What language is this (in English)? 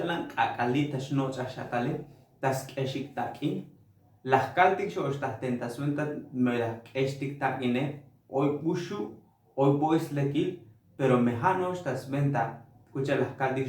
Tzotzil